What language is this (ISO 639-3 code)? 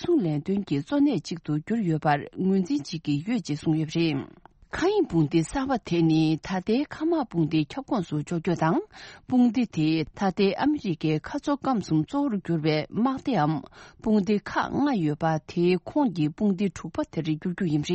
bod